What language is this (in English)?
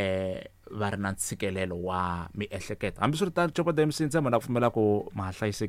Tsonga